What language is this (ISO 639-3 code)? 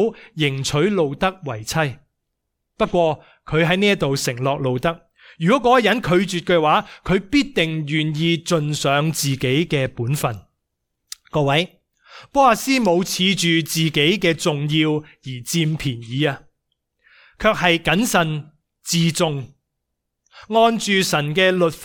yue